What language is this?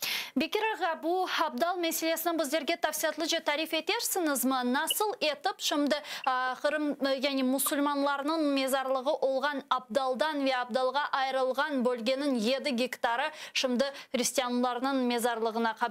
Crimean Tatar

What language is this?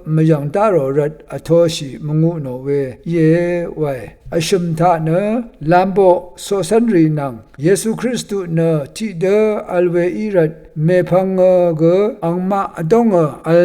Rawang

